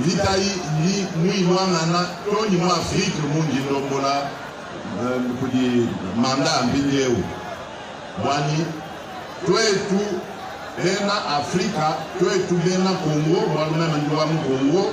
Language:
Luba-Lulua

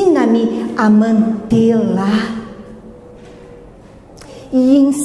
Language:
Portuguese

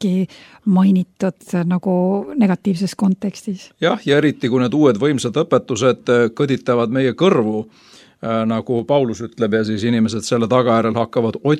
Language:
Estonian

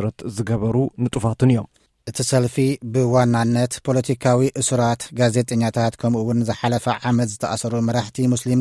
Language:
Tigrinya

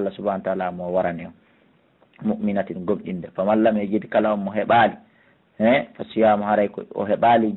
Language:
Fula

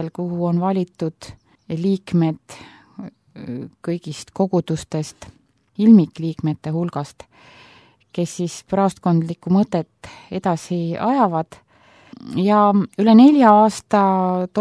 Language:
Estonian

